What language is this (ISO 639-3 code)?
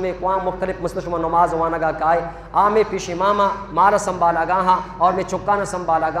bgp